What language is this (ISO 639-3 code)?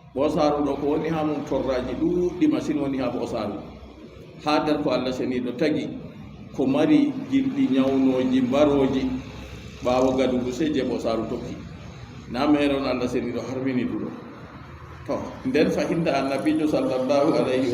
ful